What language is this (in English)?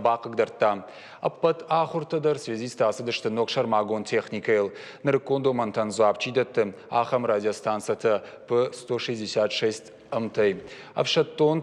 Ossetic